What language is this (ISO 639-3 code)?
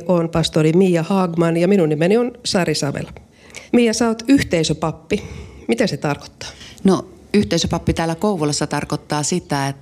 fin